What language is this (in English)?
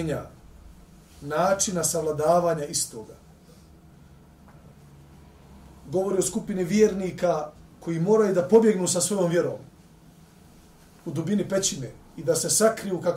Bosnian